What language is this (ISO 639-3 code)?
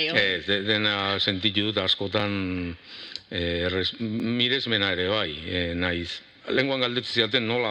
eus